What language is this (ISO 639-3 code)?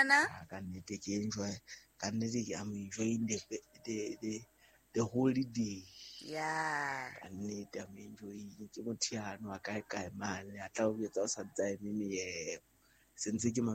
sot